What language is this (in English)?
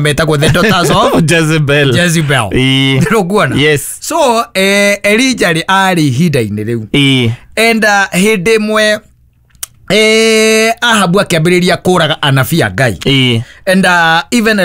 Kikuyu